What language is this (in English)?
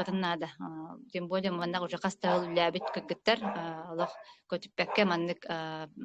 Yakut